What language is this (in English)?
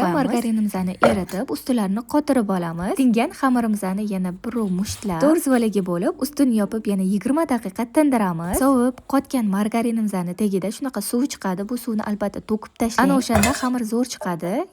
Uzbek